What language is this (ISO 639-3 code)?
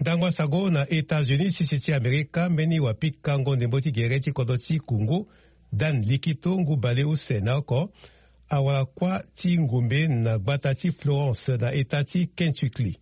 sag